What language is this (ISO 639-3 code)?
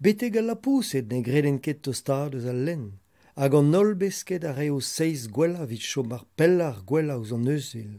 bre